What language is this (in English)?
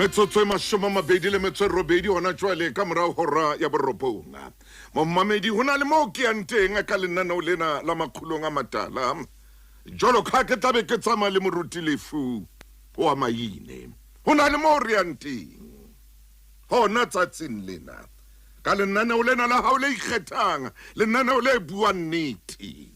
Southern Sotho